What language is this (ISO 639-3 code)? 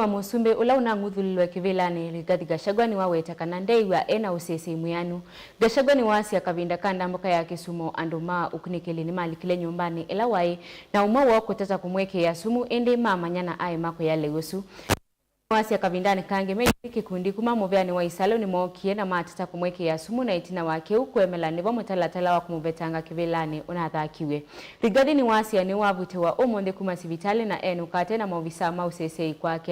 kam